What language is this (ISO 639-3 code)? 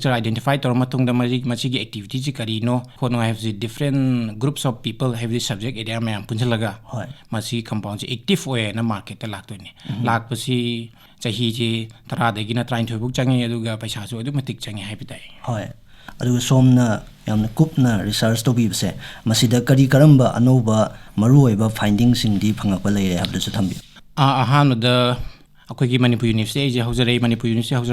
mni